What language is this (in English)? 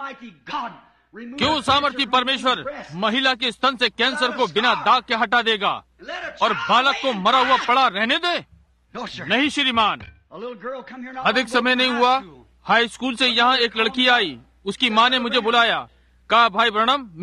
Hindi